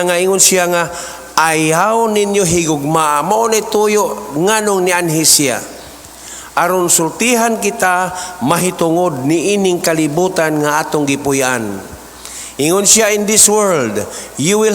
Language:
Cebuano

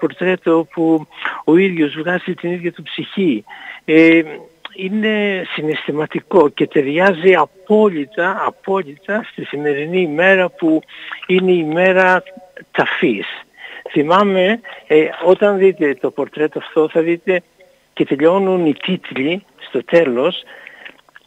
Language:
Greek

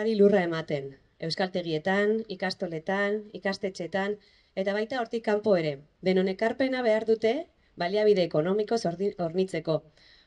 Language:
Basque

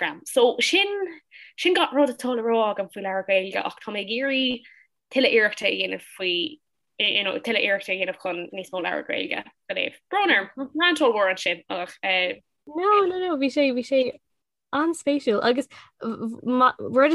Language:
Irish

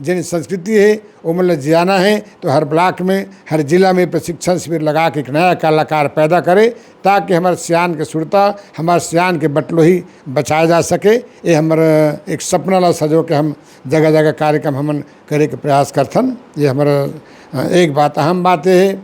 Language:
Chhattisgarhi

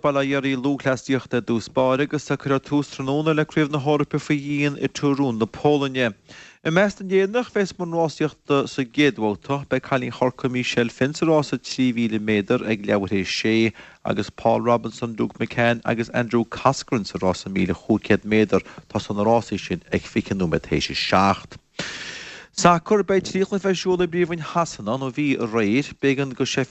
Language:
Irish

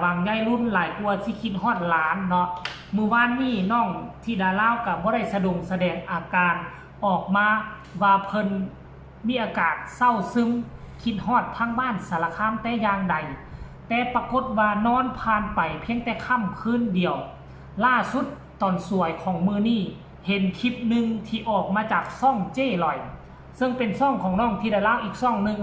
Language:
Northeastern Thai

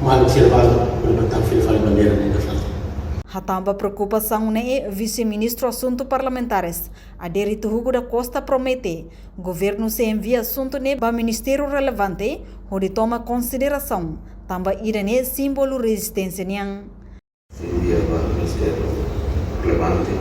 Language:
Tetum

